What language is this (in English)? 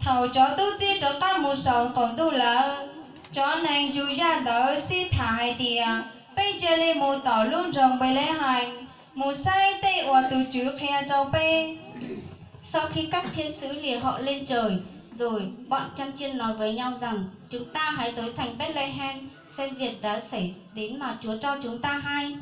Hmong